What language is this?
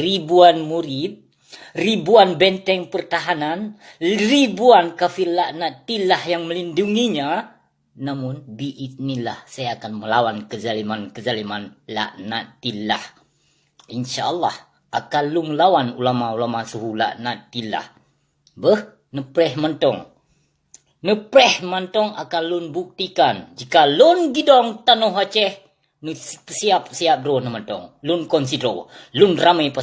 Achinese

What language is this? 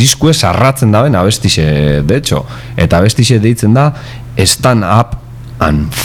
Basque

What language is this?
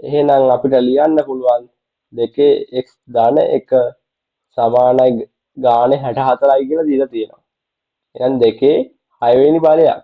Sinhala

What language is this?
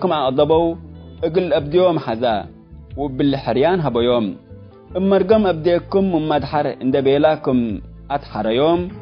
Tigre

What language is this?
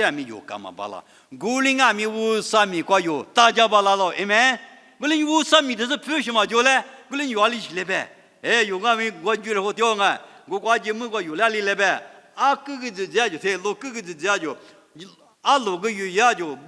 Lisu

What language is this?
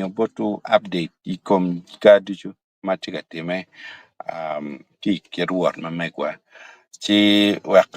Acoli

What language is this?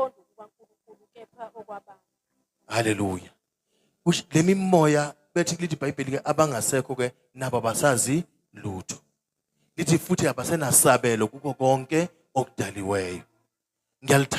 Zulu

